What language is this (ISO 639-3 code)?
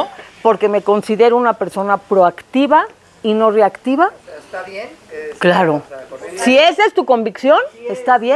spa